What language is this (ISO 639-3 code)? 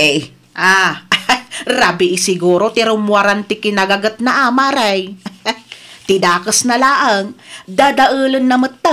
ilo